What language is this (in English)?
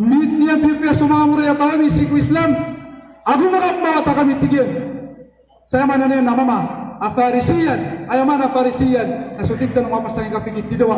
Maranao